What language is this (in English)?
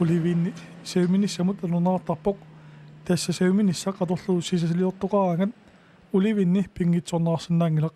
Kalaallisut